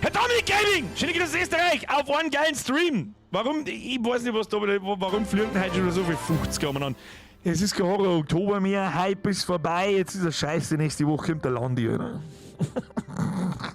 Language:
Bavarian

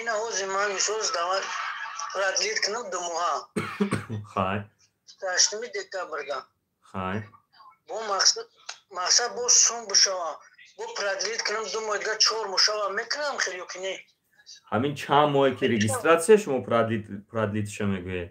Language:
Tajik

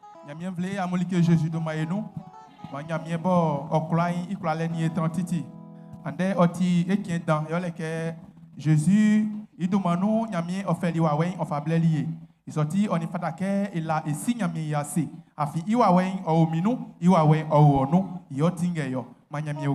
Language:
Baoulé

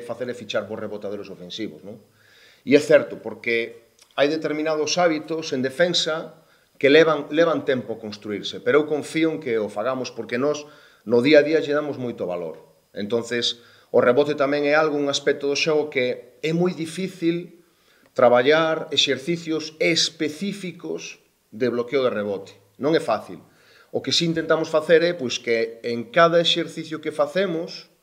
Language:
Galician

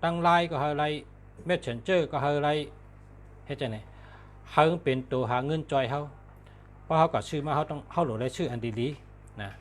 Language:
Shan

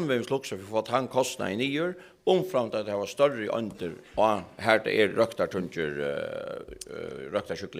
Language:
Faroese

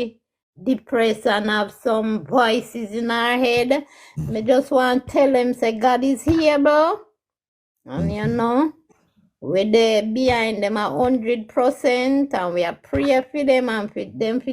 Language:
Jamaican Creole English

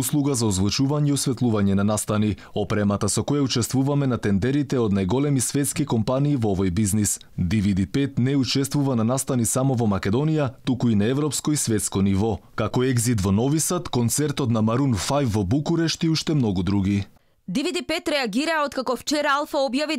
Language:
Macedonian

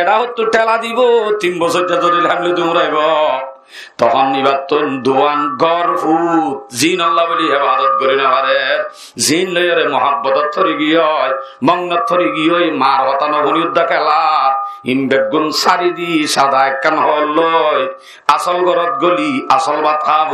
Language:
Rohingya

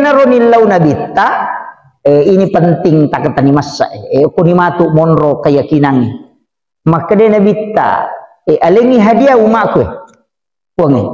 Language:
Buginese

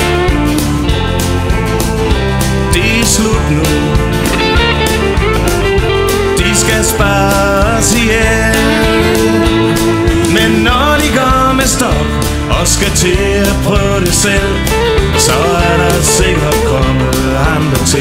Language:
Danish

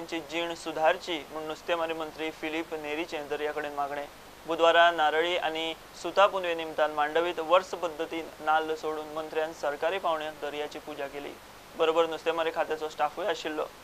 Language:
Konkani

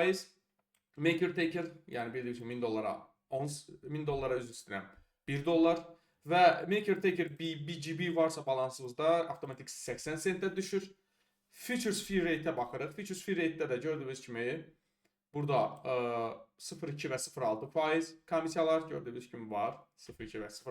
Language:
Azerbaijani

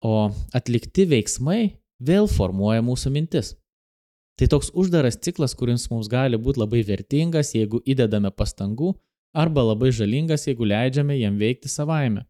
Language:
Lithuanian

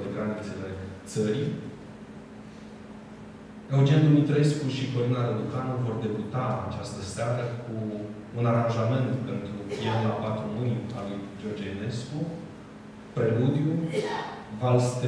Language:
Romanian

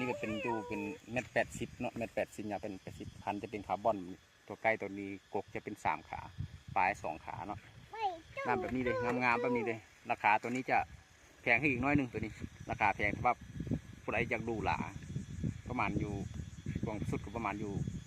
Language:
Lao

